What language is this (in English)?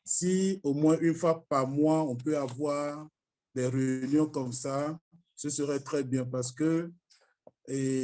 French